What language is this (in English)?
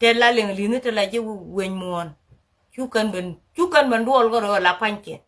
Nuer